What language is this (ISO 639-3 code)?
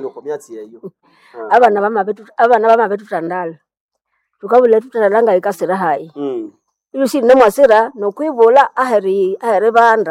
nnb